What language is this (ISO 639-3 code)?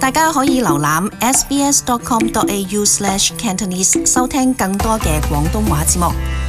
yue